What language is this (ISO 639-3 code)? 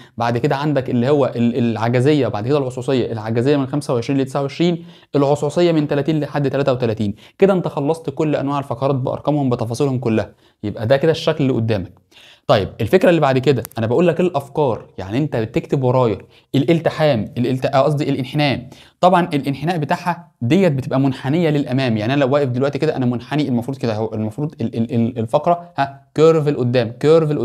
arz